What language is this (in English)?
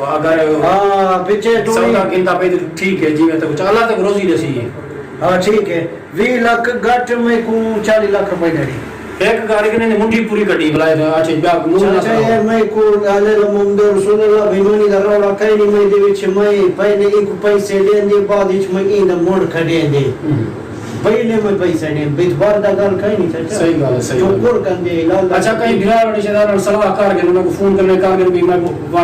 Saraiki